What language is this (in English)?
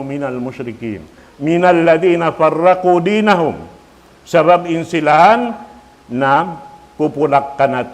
Tausug